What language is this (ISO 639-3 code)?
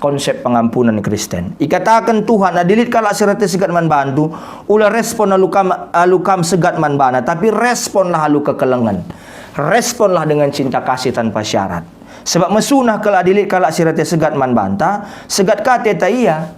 btx